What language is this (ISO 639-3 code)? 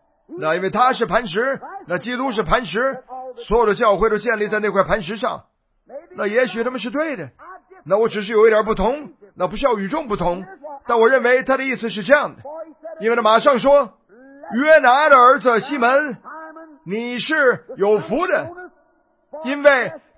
zho